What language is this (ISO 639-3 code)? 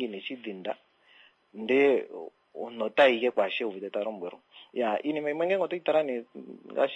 kua